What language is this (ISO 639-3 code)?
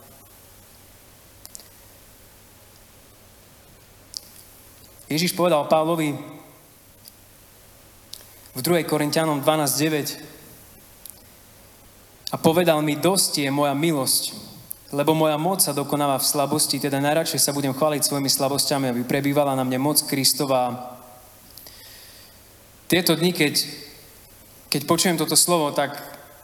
slk